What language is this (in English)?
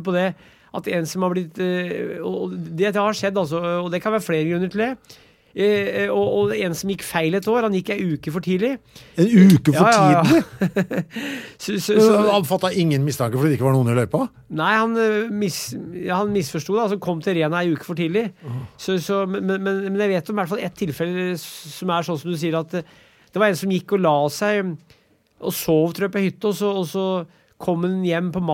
Norwegian